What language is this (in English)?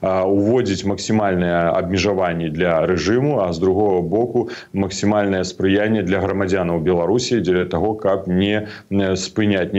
Belarusian